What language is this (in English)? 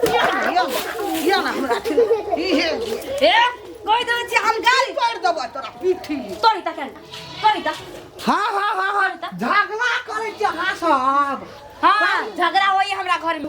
Maithili